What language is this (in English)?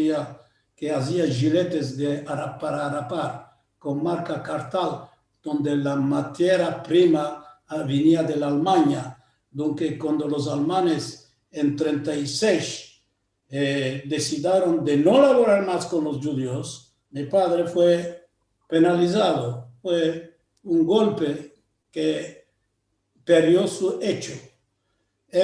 Ladino